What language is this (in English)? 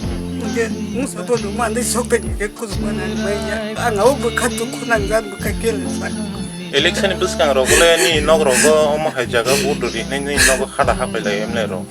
Kok Borok